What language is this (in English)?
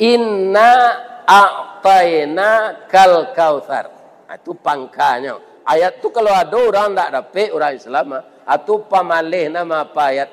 Minangkabau